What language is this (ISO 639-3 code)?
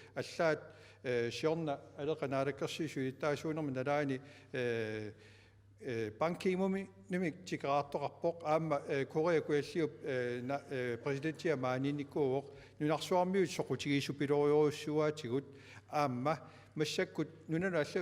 kal